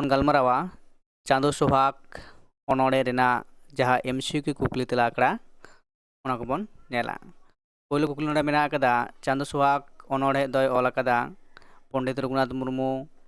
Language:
Santali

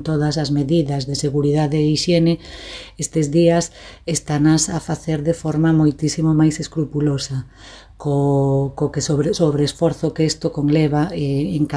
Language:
Galician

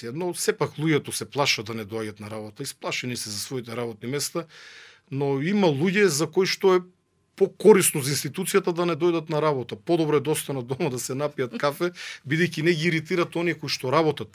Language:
Macedonian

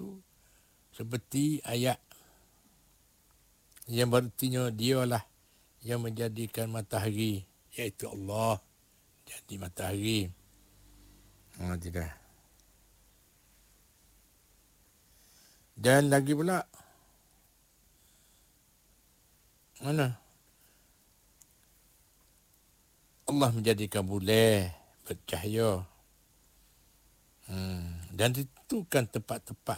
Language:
Malay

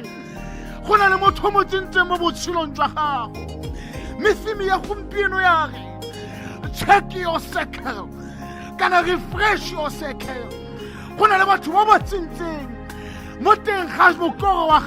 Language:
Tswana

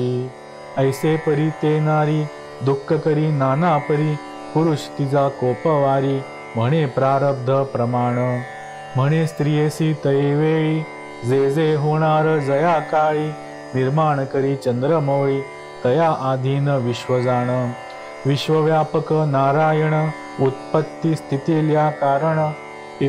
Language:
Marathi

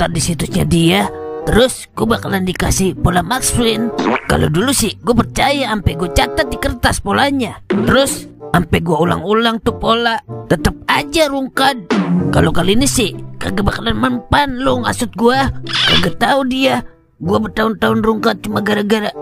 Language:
Betawi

